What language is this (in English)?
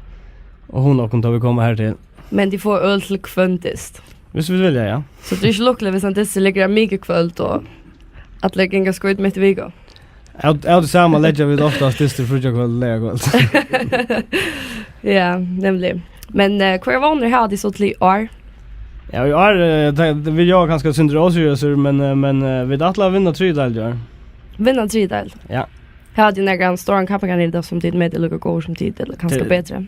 Faroese